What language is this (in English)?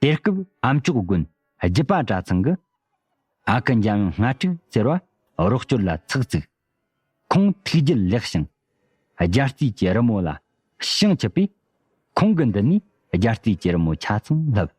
Tibetan